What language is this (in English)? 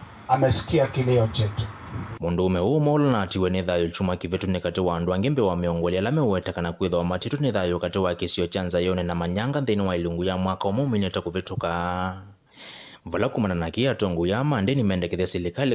Kamba